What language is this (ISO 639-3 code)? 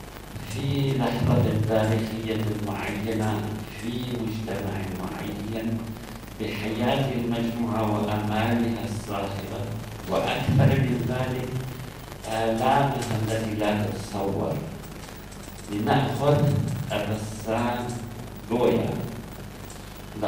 ara